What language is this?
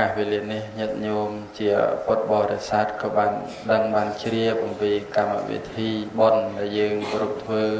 Khmer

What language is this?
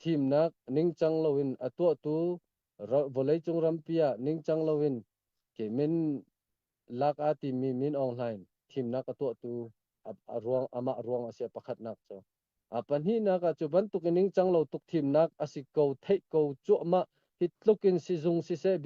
Hakha Chin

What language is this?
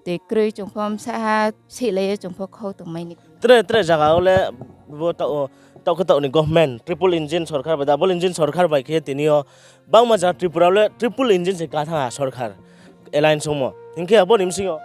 Riang (India)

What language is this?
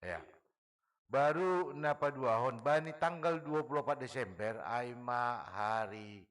Batak Simalungun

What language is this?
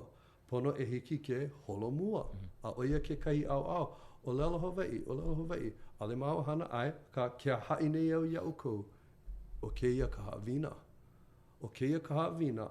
Hawaiian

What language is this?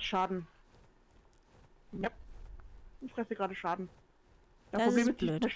German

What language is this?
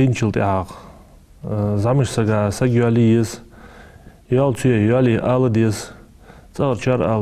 Ingush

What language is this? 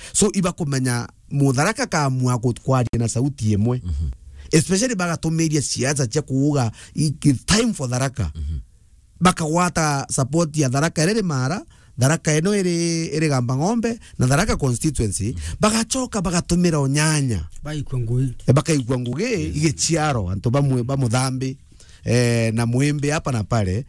Meru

